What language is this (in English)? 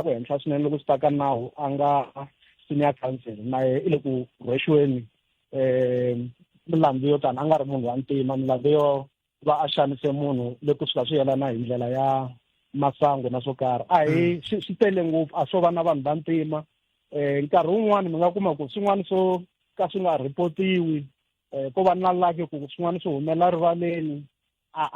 Tsonga